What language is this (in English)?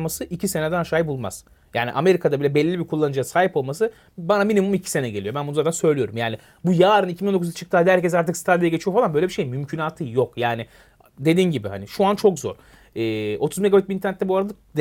Turkish